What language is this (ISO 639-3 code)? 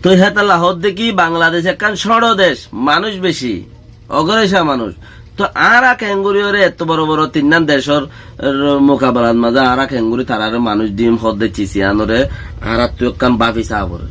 rhg